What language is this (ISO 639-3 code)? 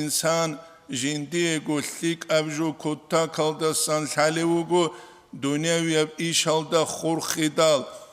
ava